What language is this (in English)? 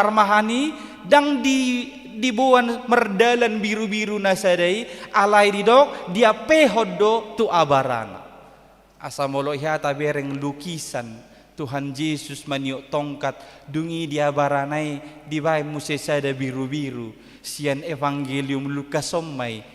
Batak Toba